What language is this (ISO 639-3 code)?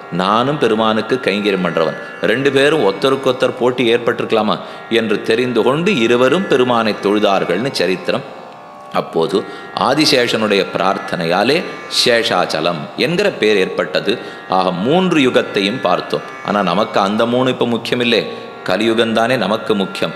tam